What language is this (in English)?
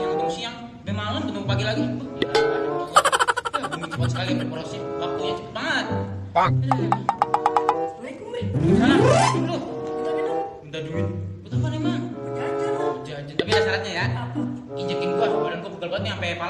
Betawi